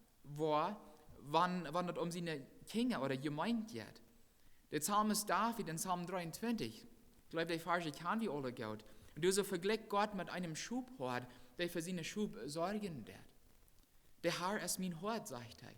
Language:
Plautdietsch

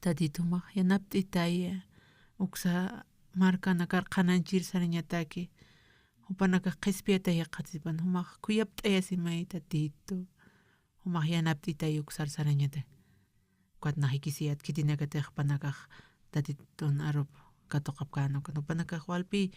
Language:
Aymara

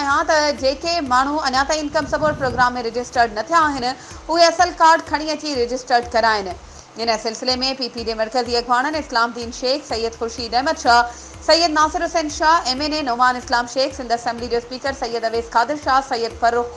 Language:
Sindhi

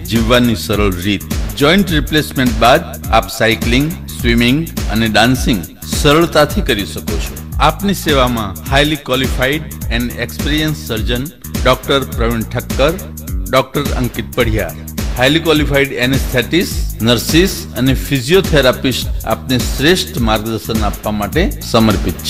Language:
Gujarati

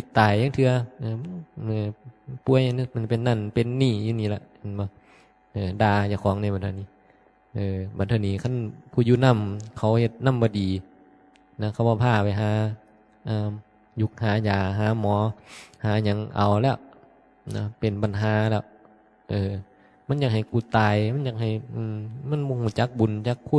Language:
Northeastern Thai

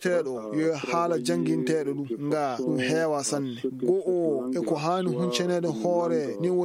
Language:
Fula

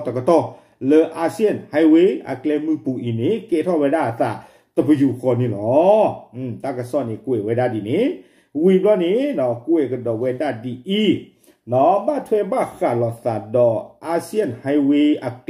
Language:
S'gaw Karen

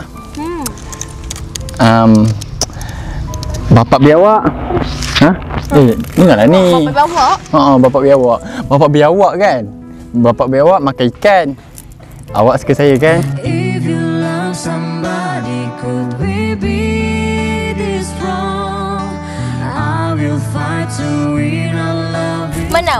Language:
Malay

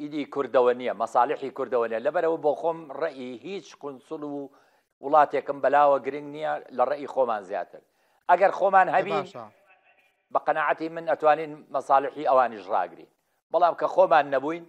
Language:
Central Kurdish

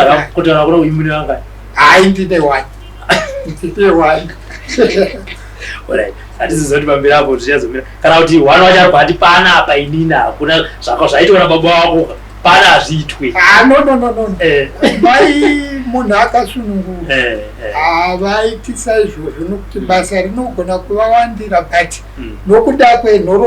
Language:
Shona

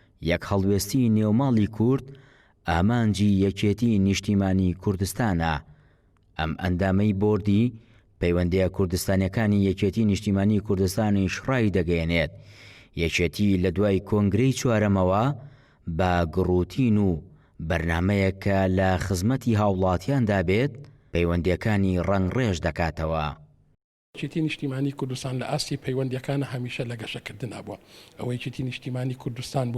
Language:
Central Kurdish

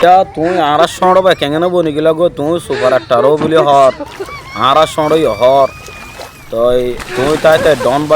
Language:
Rohingya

